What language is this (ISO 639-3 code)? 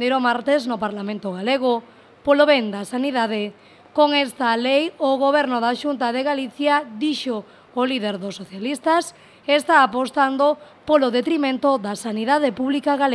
glg